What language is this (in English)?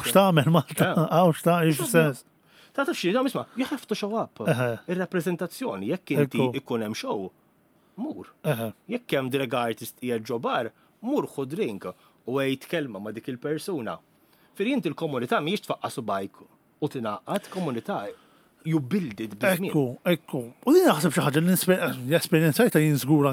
Maltese